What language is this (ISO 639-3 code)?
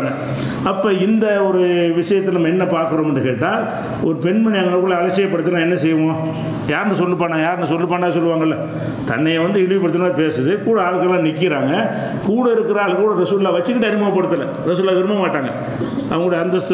tam